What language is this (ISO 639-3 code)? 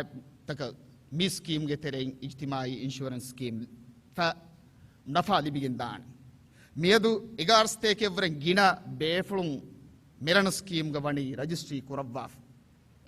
div